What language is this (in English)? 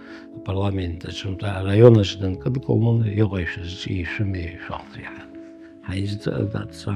Abkhazian